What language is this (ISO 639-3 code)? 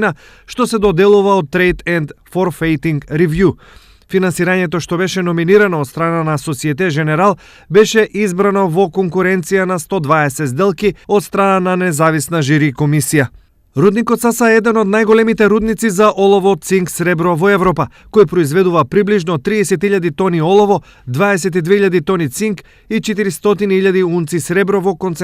mkd